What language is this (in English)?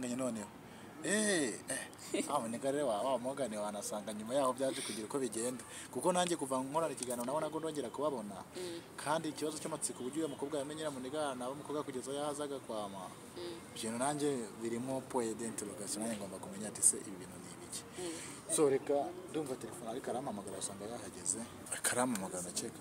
Kinyarwanda